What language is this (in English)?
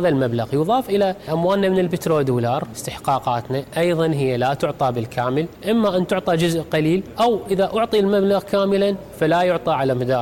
Mesopotamian Arabic